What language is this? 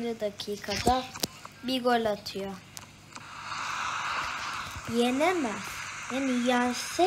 Turkish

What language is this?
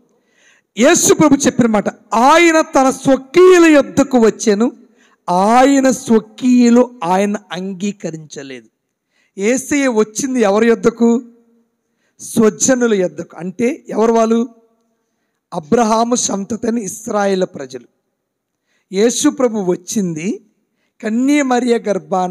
Telugu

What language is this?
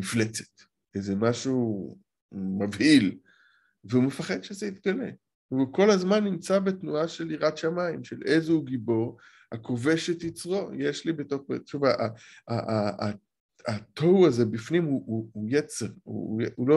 Hebrew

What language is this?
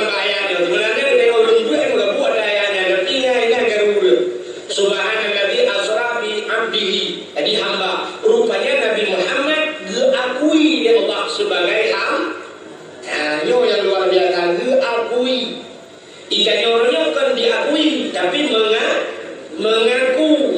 Achinese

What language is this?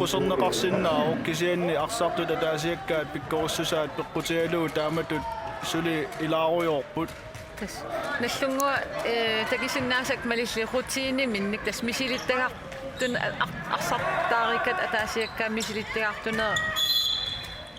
Kalaallisut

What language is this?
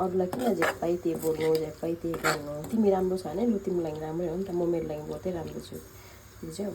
Nepali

